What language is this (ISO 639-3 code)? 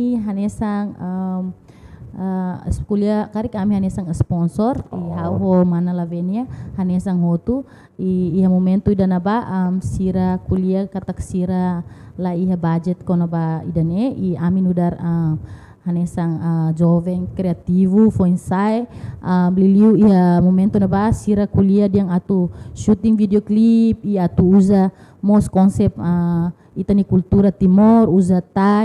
tet